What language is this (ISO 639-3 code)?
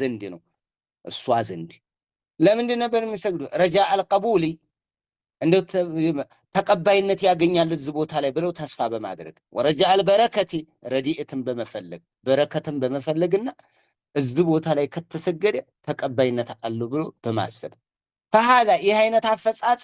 amh